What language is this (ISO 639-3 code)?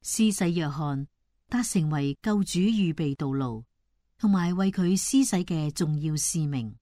yue